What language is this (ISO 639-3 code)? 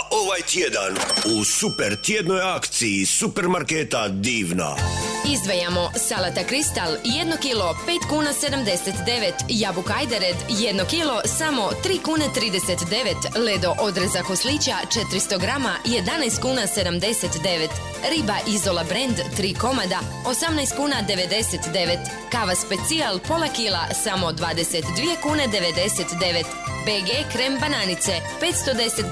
hrv